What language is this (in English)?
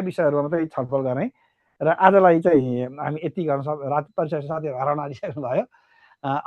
Nepali